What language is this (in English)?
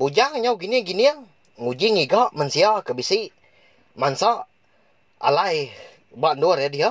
Iban